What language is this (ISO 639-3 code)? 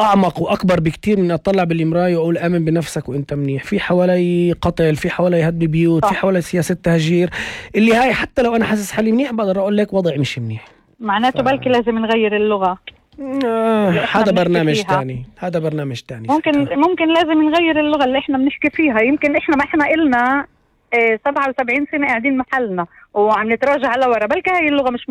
apc